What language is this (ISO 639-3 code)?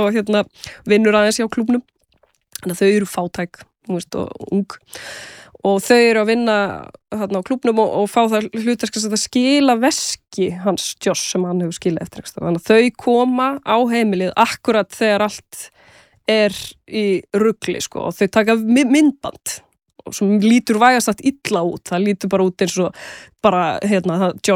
isl